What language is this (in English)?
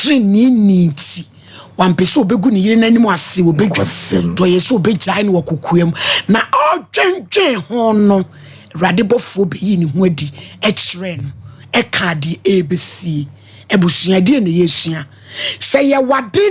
Akan